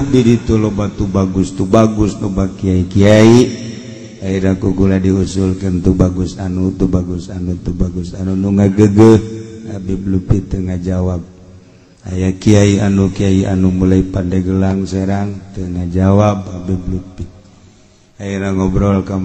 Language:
Sundanese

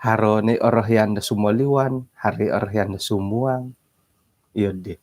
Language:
Central Dusun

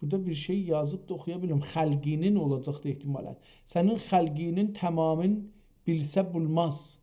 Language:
South Azerbaijani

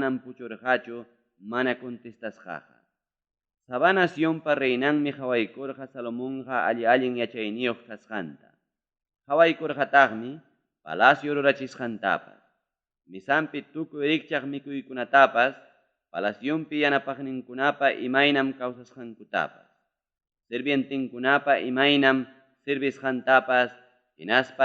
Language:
Ayacucho Quechua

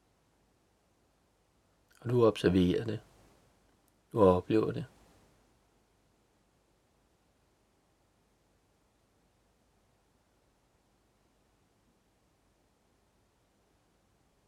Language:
Danish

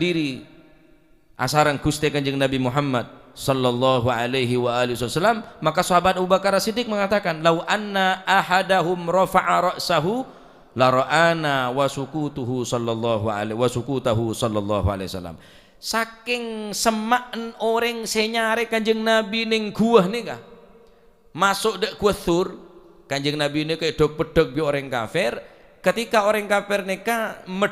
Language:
Madurese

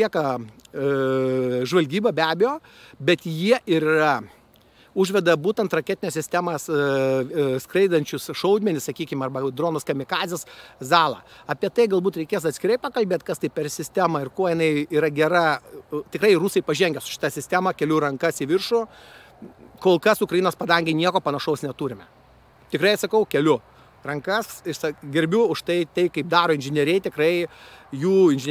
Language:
Lithuanian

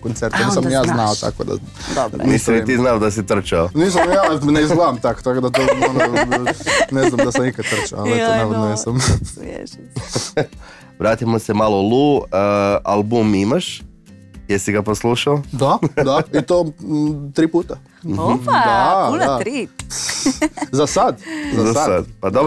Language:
Croatian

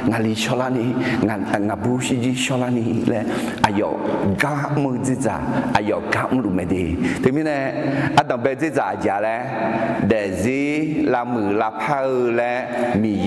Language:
Akha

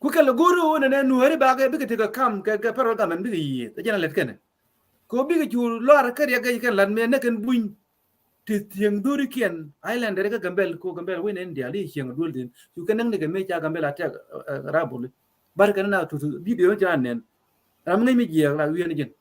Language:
Nuer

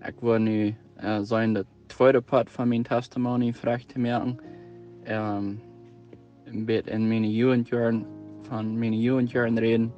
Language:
Plautdietsch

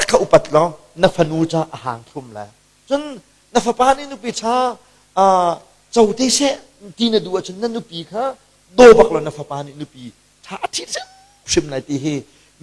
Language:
Hakha Chin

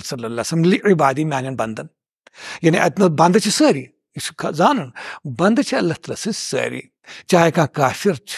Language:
Kashmiri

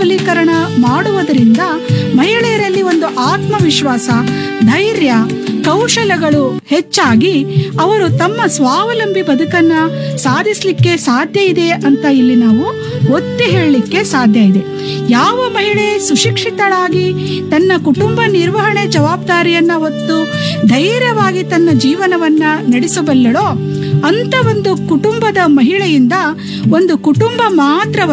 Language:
Kannada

